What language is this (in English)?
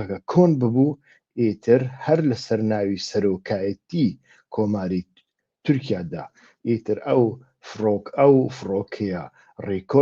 Central Kurdish